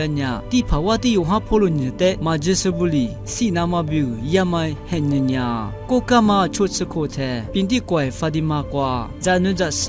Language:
Lisu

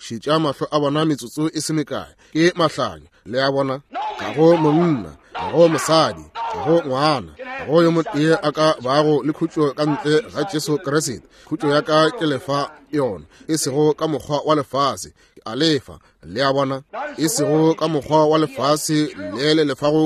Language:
Northern Sotho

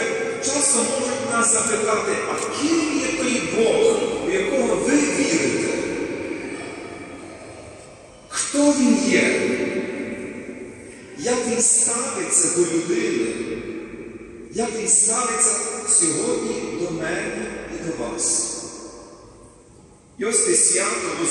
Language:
Ukrainian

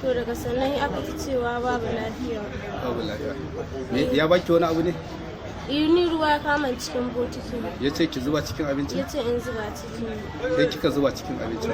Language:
Hausa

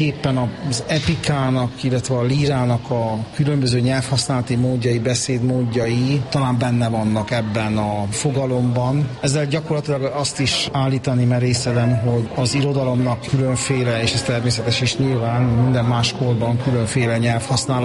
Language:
Hungarian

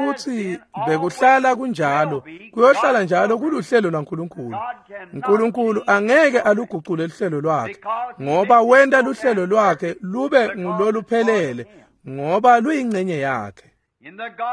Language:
Swati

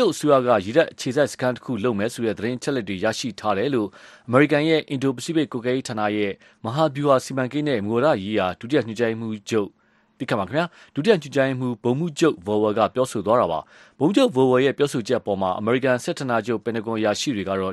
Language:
Burmese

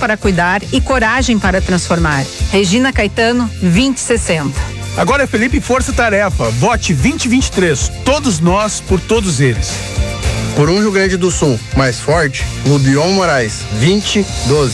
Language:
Portuguese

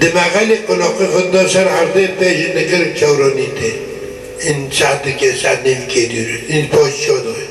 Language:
Kurdish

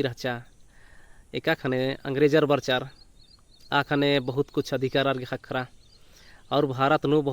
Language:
Kurukh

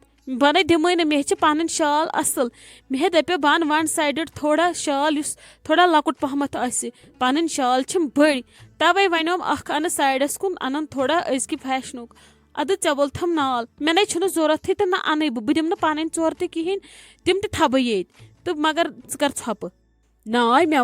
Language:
Kashmiri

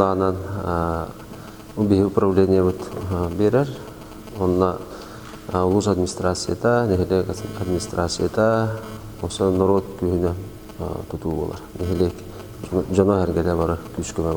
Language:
Yakut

